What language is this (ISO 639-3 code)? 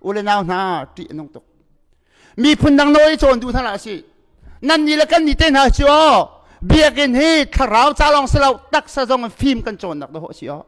cnh